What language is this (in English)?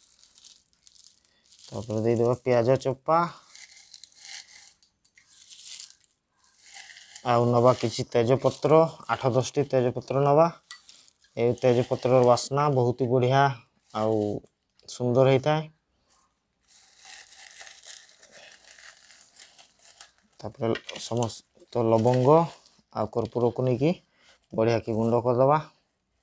Odia